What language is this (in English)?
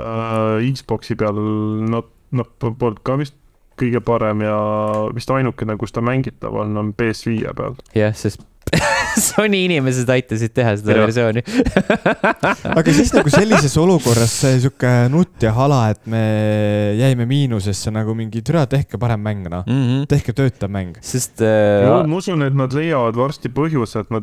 Estonian